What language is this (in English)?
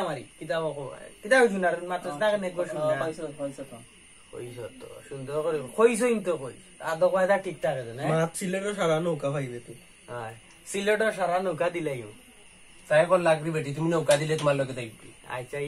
Sylheti